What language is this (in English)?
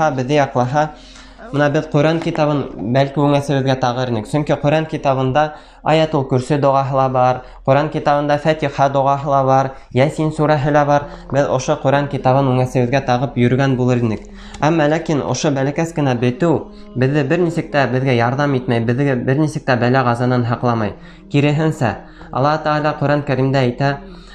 Bashkir